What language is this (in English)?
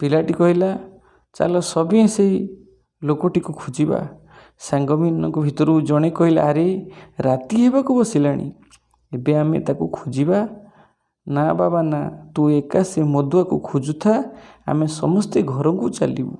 Odia